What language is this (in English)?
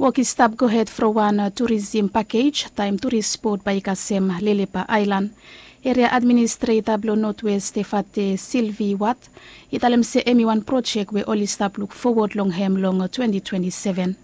Bislama